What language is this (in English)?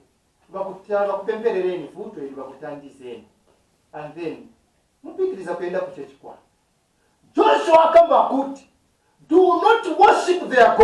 Nyanja